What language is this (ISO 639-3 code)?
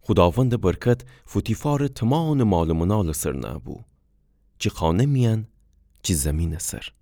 glk